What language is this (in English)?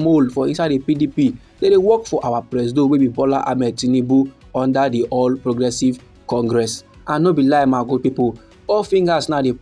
Nigerian Pidgin